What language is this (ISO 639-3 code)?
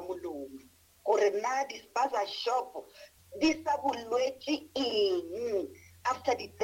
nso